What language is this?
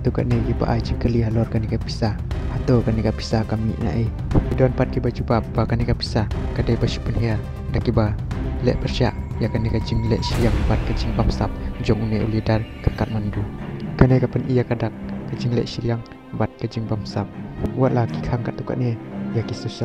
Khasi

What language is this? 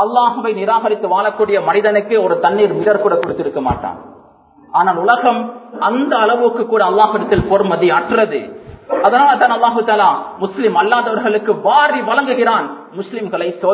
Tamil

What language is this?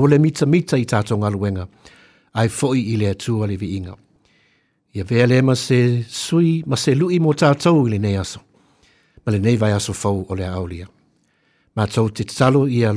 Samoan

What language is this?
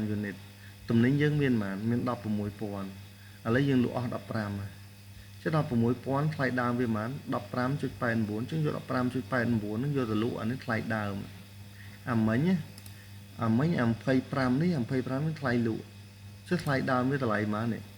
Khmer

